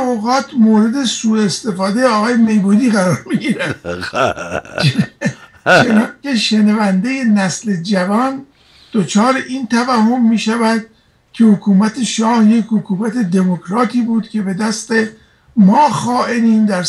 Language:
Persian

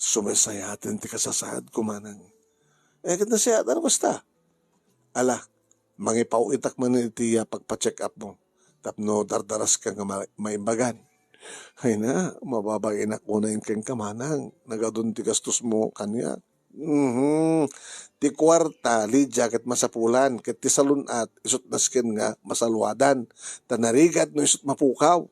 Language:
Iloko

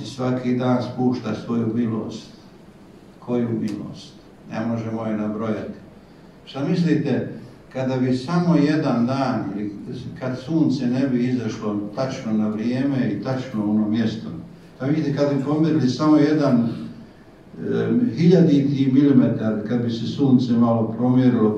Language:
Bosnian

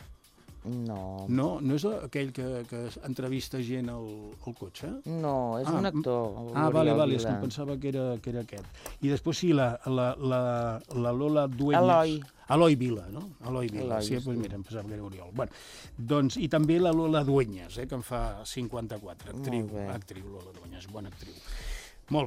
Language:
Catalan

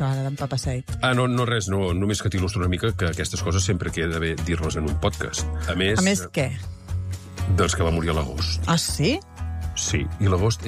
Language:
Catalan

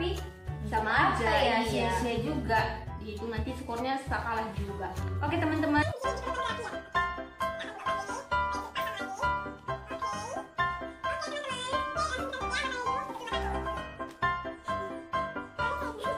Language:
Indonesian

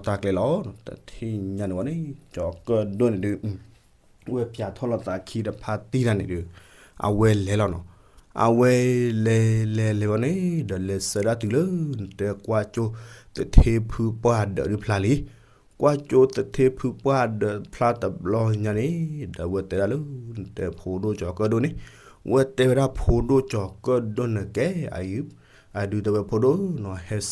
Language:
S'gaw Karen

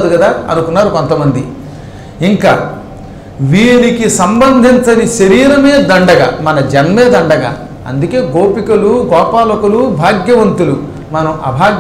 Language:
Telugu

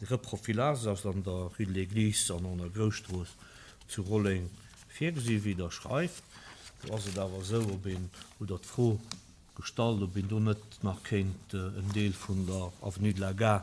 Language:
Luxembourgish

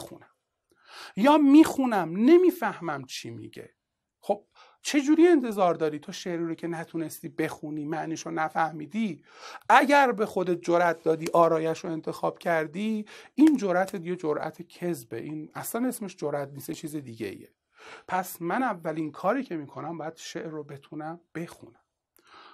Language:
Persian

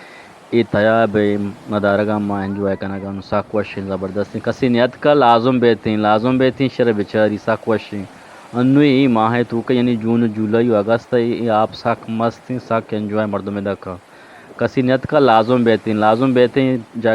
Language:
Eastern Balochi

